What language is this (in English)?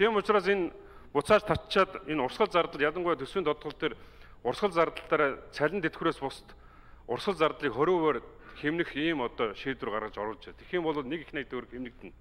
Mongolian